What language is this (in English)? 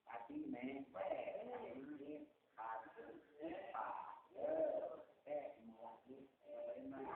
Sundanese